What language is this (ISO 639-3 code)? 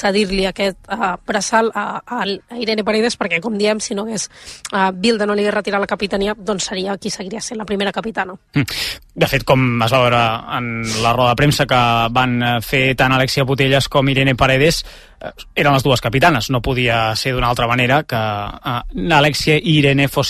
cat